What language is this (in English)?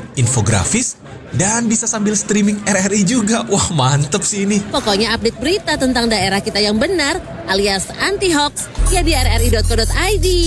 Indonesian